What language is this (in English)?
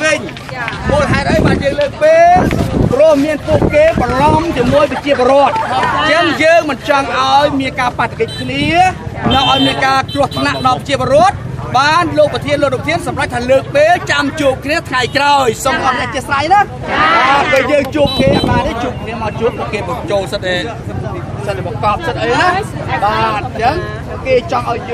Khmer